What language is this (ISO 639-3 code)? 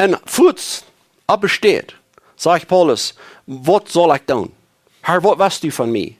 pdt